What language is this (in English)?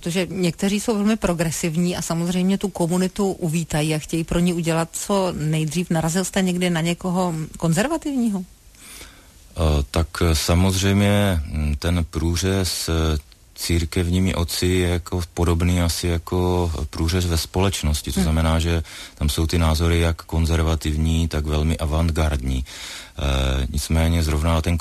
Czech